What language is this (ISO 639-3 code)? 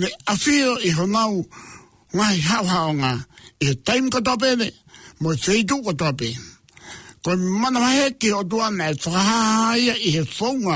ton